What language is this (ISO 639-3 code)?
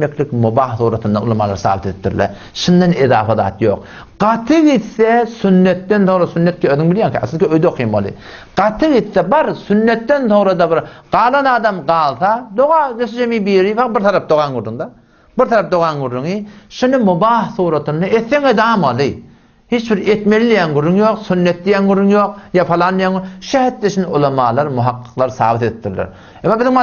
tuk